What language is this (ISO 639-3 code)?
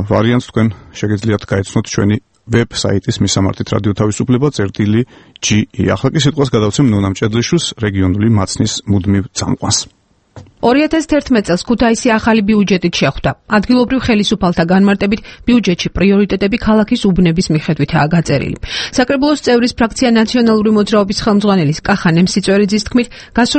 kat